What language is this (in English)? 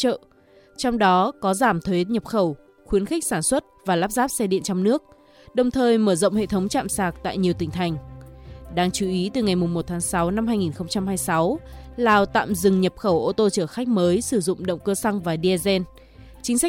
Vietnamese